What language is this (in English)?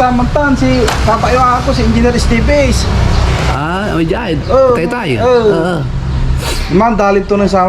Pangasinan